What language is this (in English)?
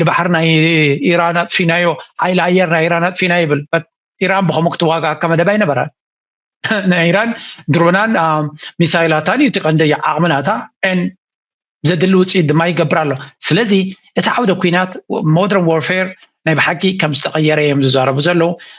Tigrinya